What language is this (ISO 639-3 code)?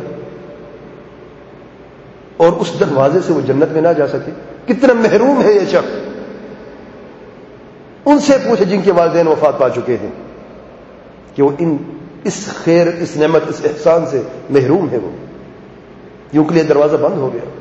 urd